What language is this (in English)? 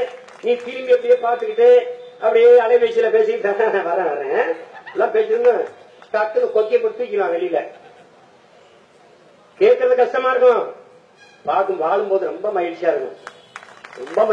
Tamil